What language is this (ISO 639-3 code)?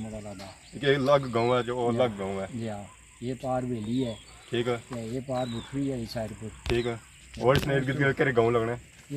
phr